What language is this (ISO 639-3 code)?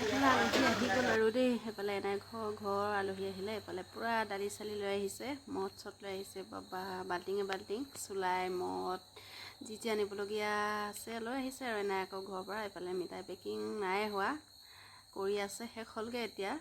asm